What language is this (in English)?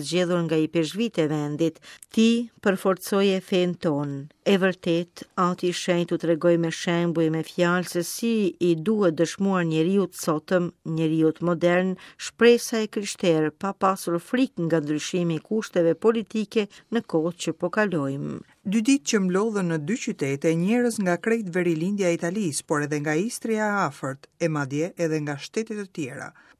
Albanian